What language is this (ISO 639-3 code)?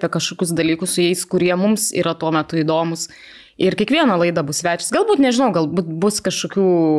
lit